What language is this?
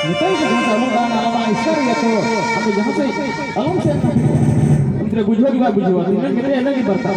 Santali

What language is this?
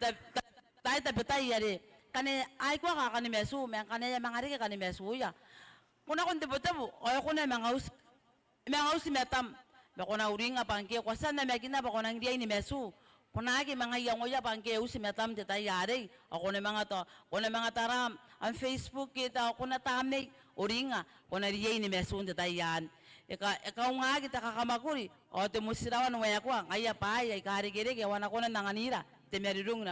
Gilbertese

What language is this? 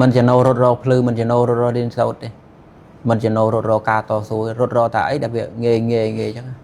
Khmer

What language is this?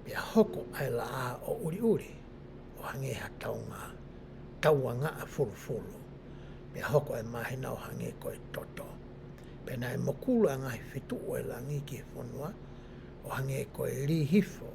Tongan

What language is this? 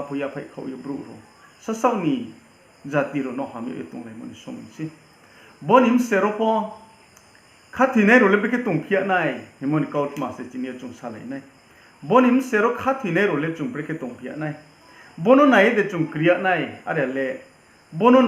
Riang (India)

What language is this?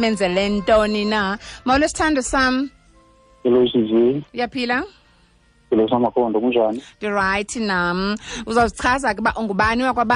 Xhosa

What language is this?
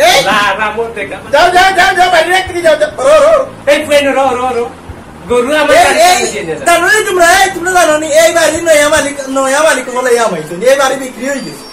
Sylheti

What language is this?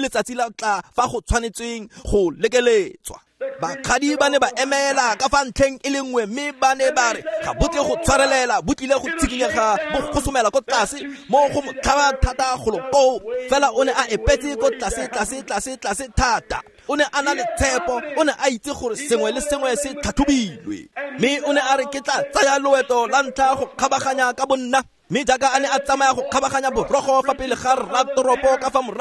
Tswana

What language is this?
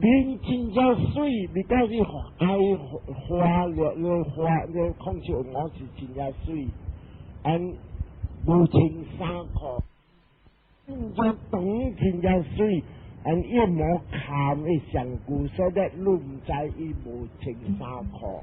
Min Nan Chinese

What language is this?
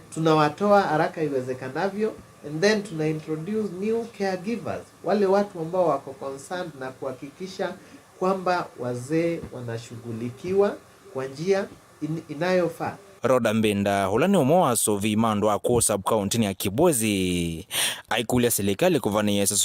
Kamba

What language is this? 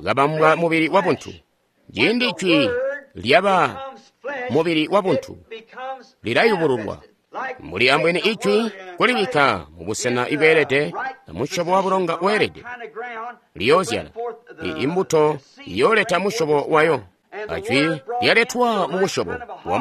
Tonga (Zambia)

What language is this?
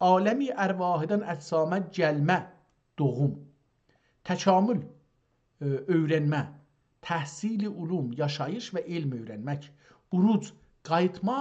South Azerbaijani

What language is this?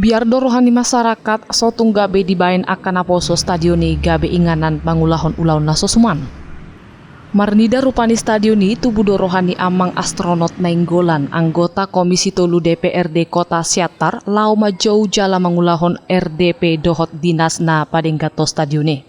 Batak Toba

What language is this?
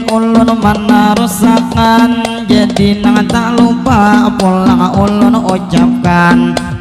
Banjar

